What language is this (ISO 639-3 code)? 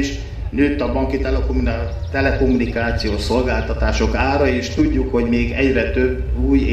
hun